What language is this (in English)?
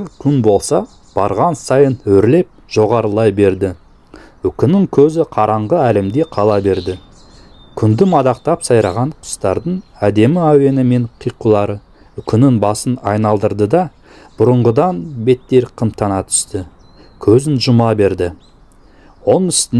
Kazakh